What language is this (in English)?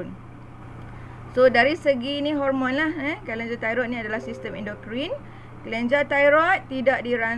Malay